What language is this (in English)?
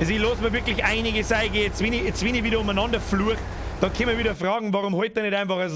Bavarian